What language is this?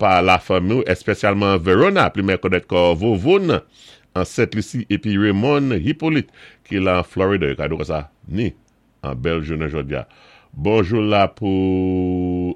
Saint Lucian Creole French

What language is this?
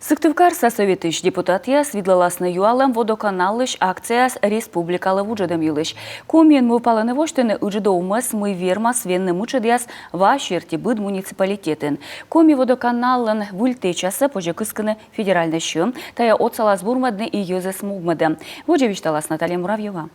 Komi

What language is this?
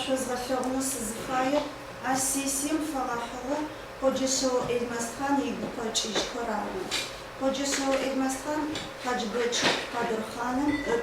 Adyghe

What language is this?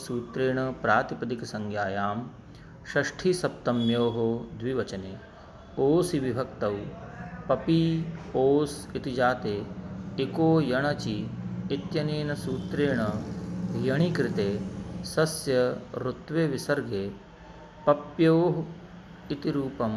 Sanskrit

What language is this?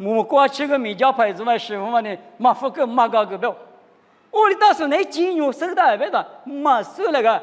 Lisu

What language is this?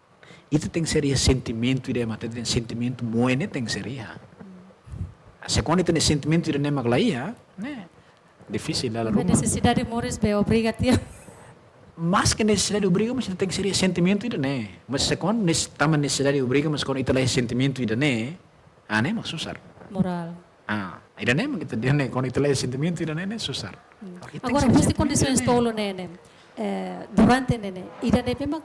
Tetum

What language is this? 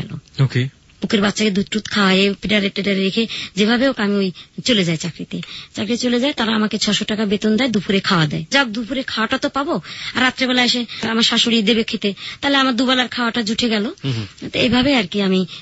Bangla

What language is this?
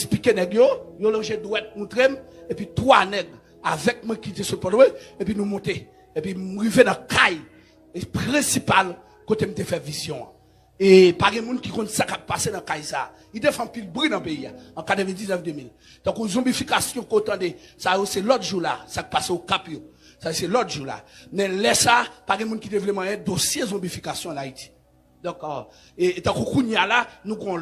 Haitian Creole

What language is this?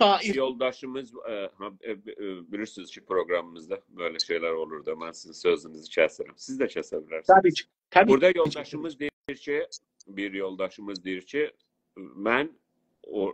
South Azerbaijani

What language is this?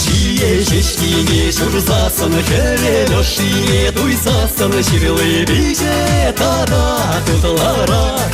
Chuvash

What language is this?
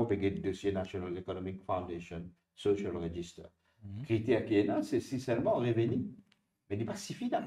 Morisyen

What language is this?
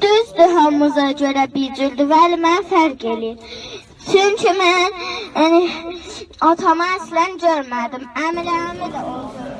South Azerbaijani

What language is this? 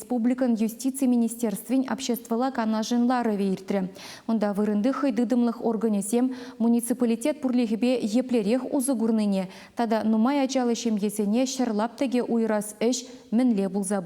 Chuvash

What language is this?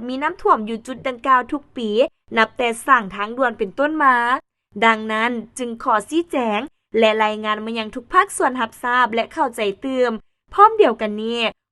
Lao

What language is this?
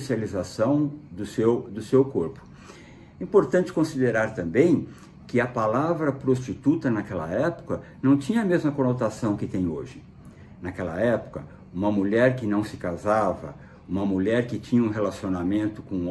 Portuguese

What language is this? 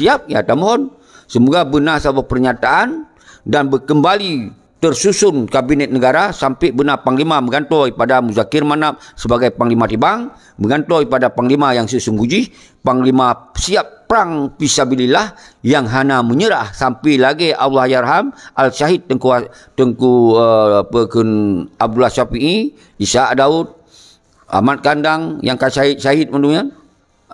Achinese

